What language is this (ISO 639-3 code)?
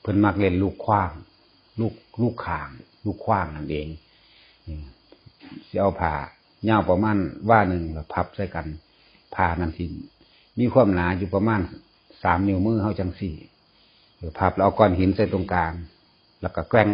tts